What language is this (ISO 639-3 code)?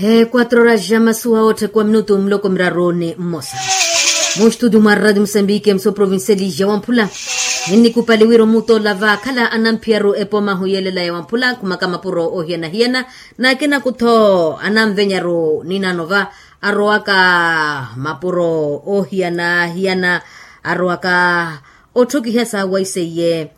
vmw